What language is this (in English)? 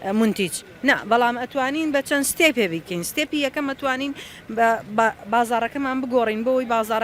Central Kurdish